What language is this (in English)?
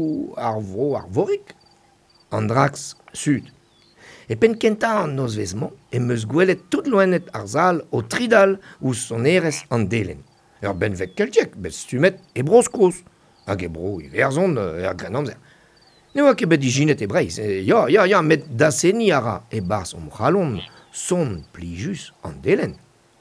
Breton